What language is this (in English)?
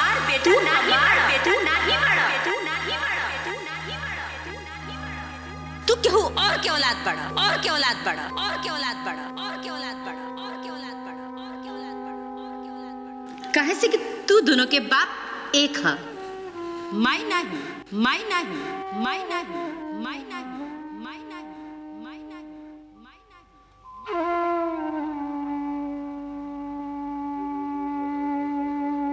Bhojpuri